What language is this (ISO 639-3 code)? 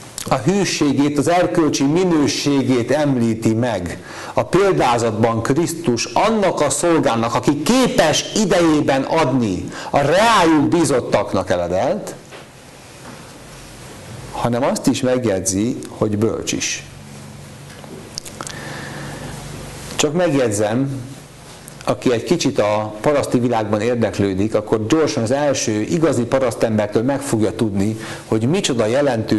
hun